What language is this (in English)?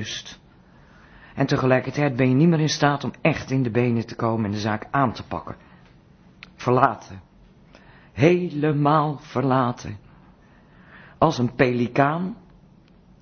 Dutch